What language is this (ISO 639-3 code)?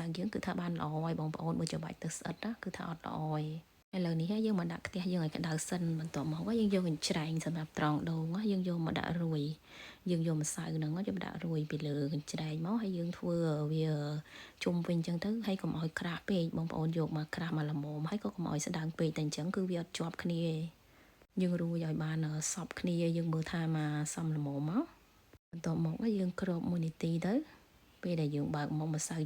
khm